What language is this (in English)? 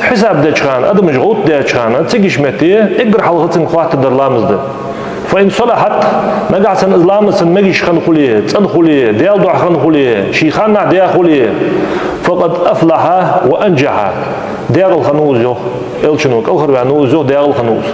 Ingush